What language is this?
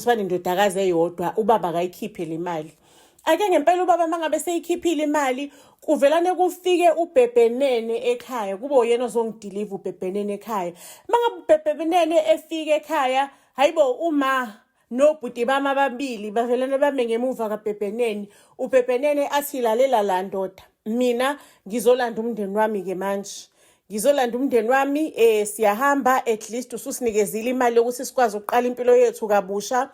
Zulu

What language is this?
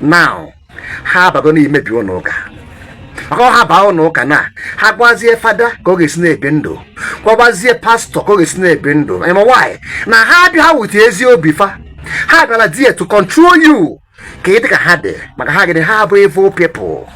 Igbo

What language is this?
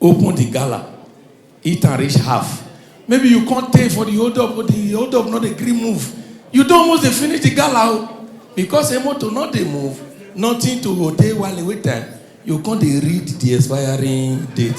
Nigerian Pidgin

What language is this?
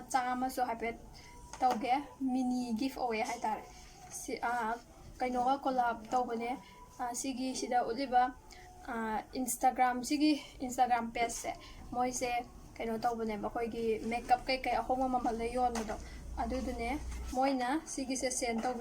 Manipuri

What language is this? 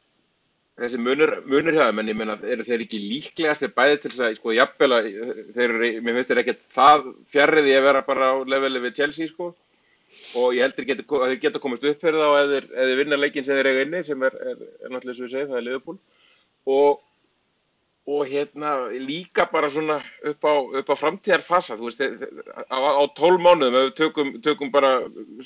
Icelandic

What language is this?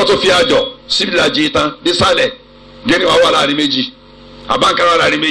Yoruba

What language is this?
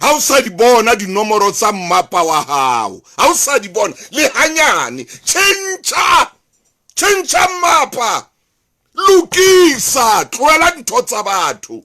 Southern Sotho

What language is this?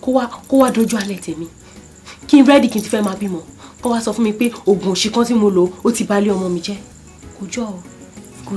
Yoruba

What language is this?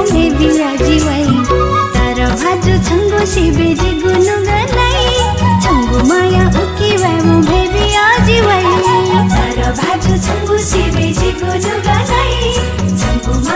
Newari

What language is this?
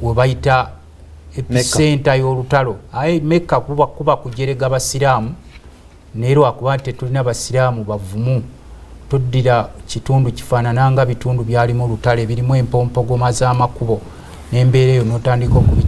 Ganda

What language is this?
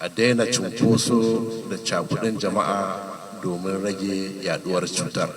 Hausa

